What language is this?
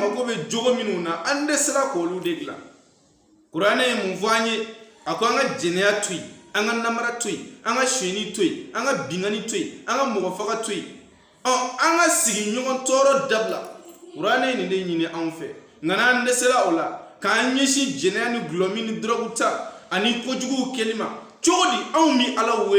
Bambara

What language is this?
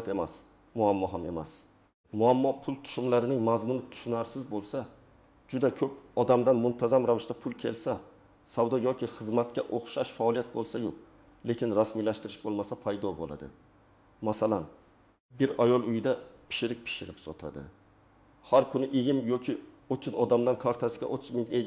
Uzbek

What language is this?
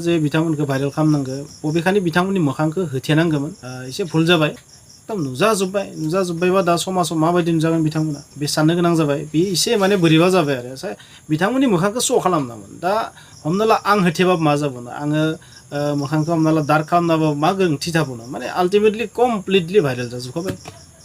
Bodo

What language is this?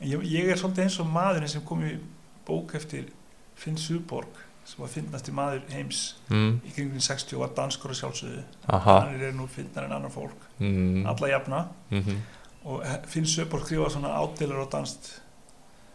Icelandic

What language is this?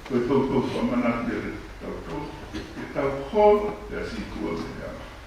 Tongan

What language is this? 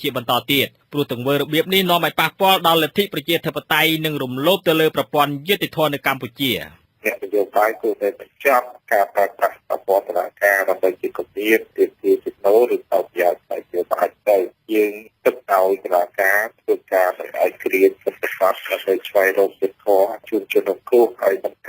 Khmer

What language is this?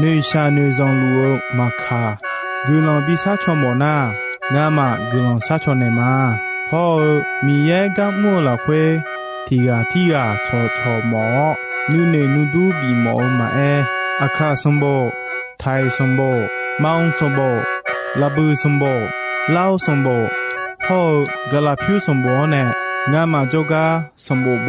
Akha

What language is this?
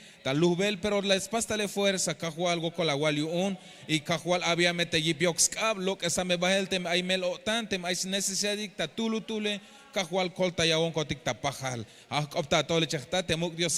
Tzeltal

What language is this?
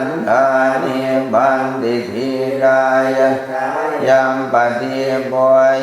Pali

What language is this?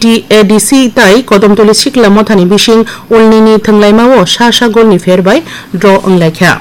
Kok Borok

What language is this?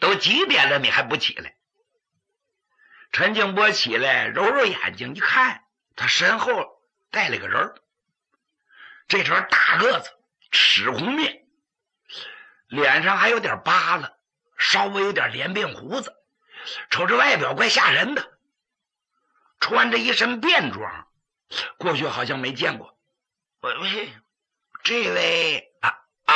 Chinese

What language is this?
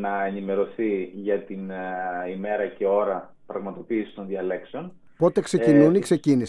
Greek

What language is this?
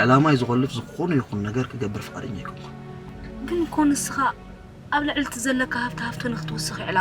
Tigrinya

